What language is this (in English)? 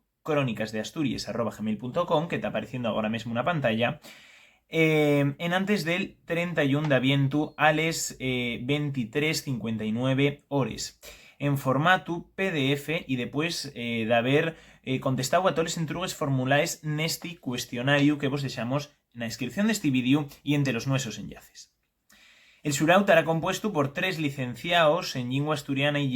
Asturian